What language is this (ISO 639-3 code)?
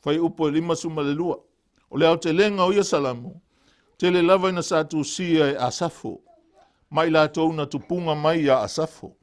smo